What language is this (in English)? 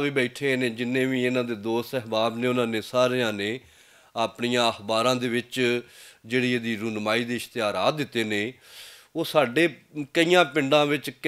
Western Panjabi